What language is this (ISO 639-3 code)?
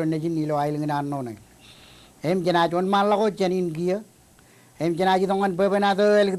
mah